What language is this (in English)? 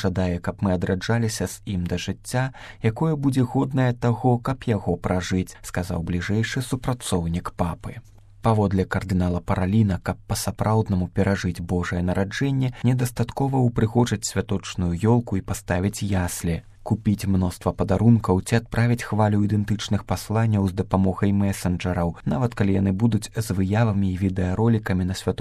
Belarusian